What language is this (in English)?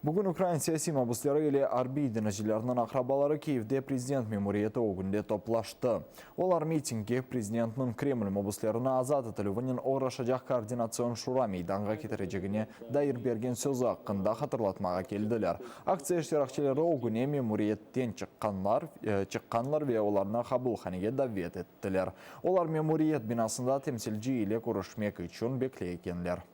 Crimean Tatar